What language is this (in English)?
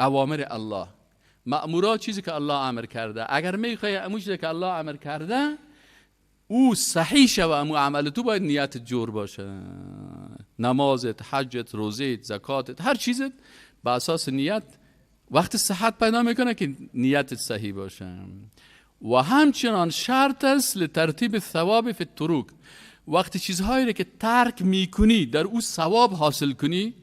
Persian